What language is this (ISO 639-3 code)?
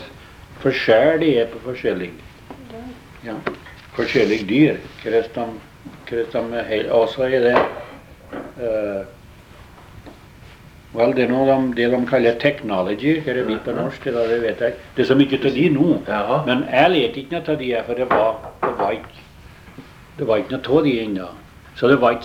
nor